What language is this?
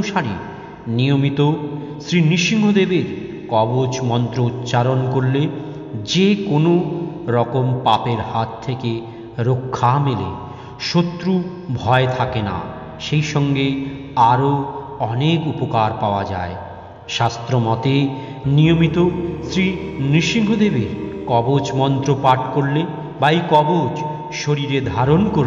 Bangla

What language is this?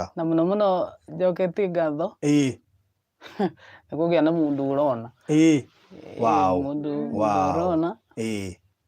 Kikuyu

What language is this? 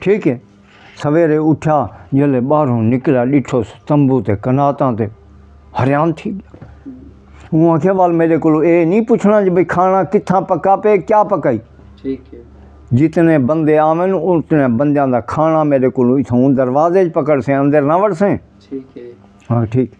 Saraiki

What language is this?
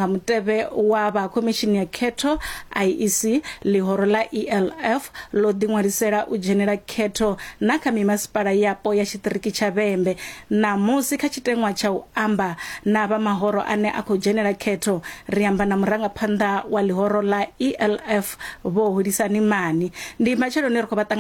Venda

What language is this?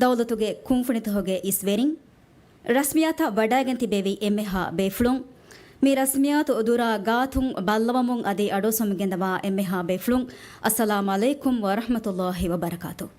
Divehi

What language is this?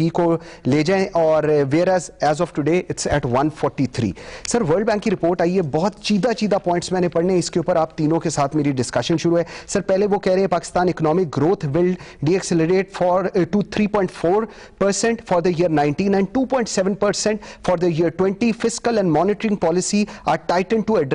Urdu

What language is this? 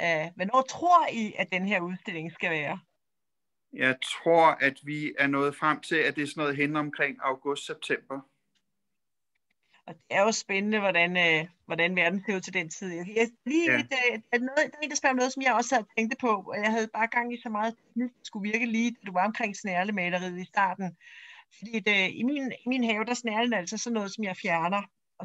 Danish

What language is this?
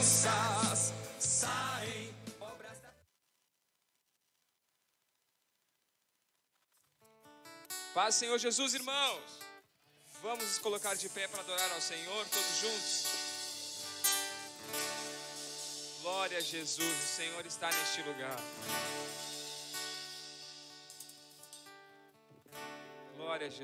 Portuguese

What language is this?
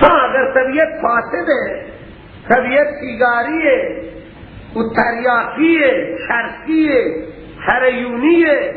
Persian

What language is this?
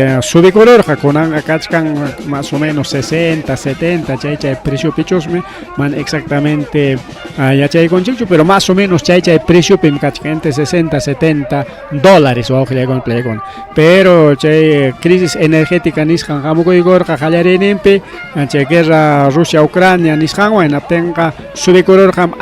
Ayacucho Quechua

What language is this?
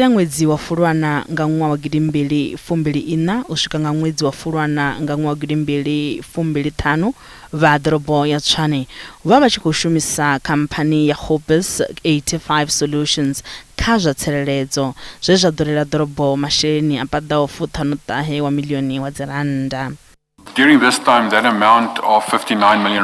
Venda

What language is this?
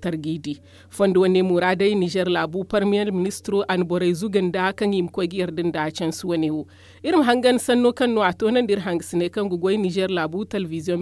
Zarma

